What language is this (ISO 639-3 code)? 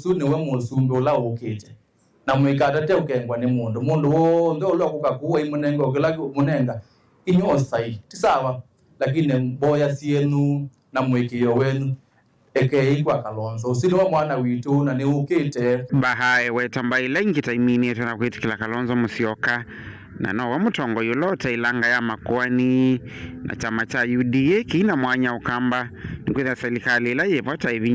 kam